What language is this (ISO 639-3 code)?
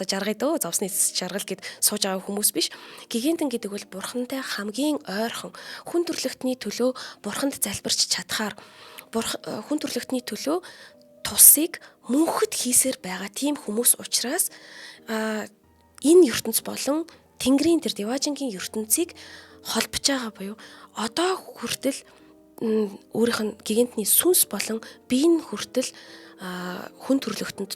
mon